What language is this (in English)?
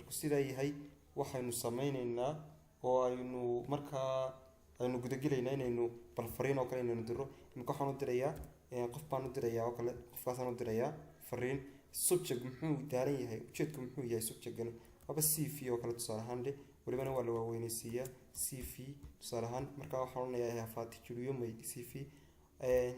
Somali